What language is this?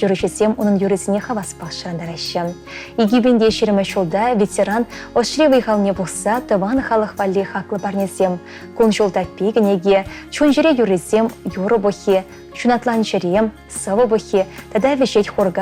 Chuvash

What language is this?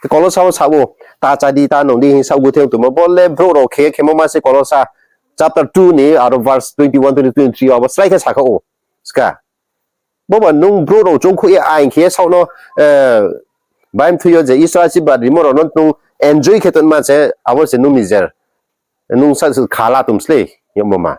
Riang (India)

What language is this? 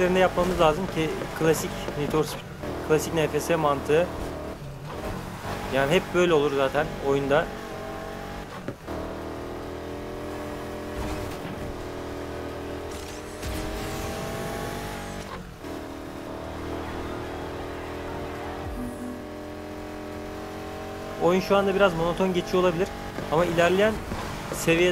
Turkish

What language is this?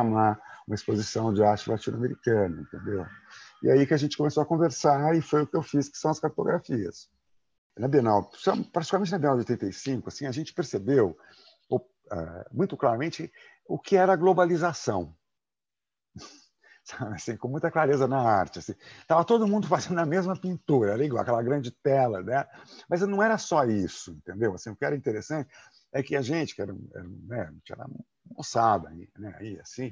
Portuguese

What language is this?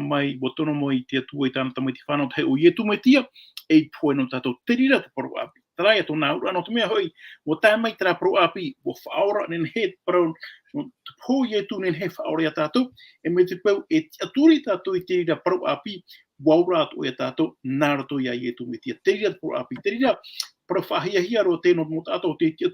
Tahitian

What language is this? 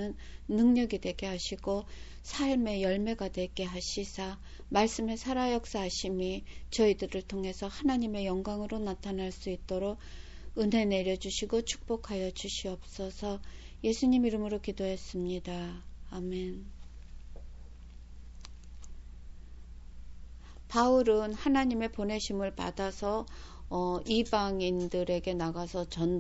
Korean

